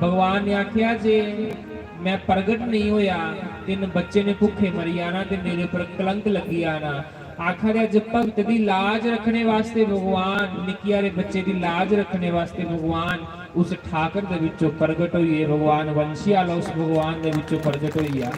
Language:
Dogri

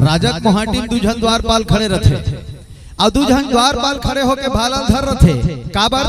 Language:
Chhattisgarhi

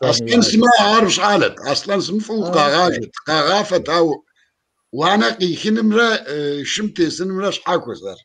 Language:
Kabardian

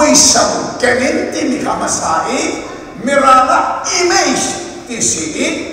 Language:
Hakha Chin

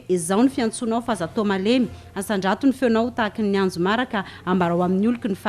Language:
Malagasy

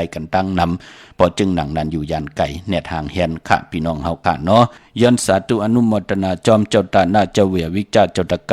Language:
Shan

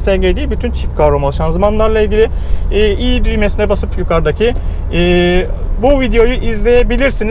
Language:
Turkish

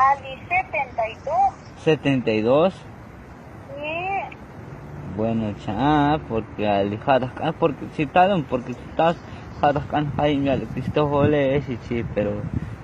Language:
Tzotzil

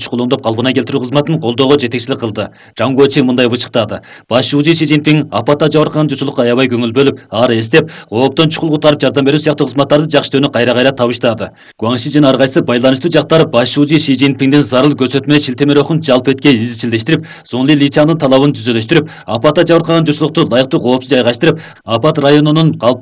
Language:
Kyrgyz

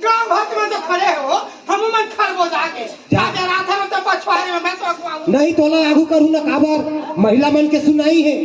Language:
Chhattisgarhi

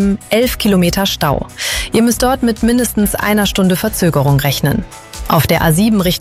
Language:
German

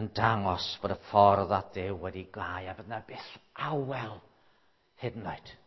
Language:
Welsh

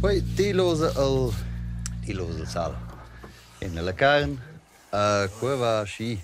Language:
Romansh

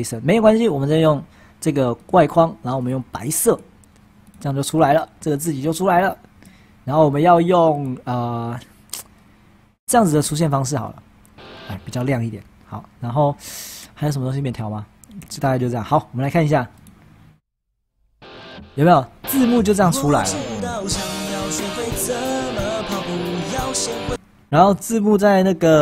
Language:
Chinese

